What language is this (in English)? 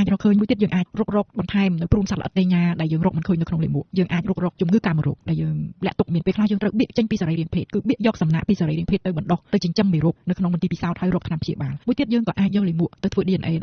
Khmer